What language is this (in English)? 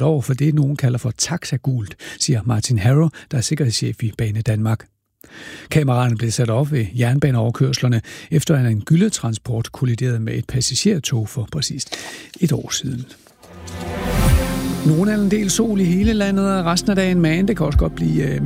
Danish